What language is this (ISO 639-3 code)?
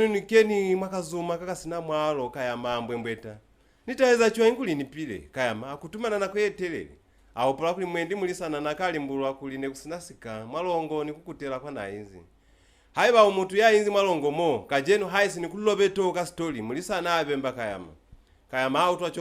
loz